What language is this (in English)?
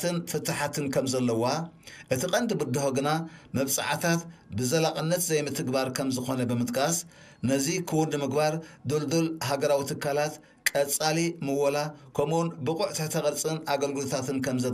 Tigrinya